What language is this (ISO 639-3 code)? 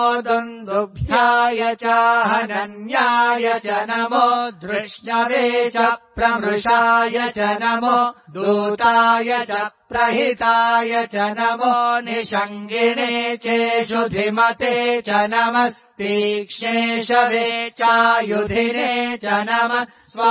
san